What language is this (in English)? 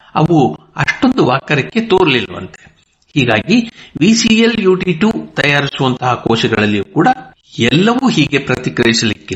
Kannada